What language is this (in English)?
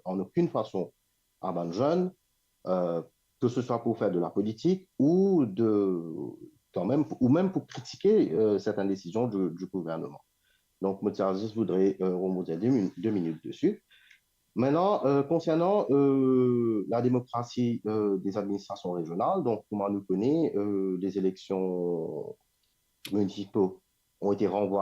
Morisyen